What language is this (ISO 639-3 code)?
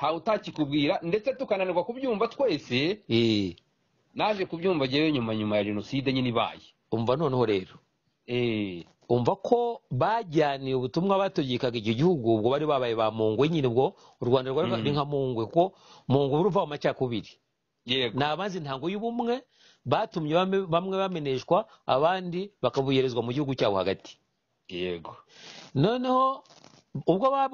kin